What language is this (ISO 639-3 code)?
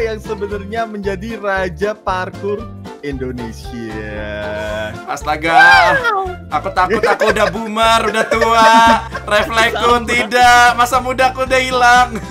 ind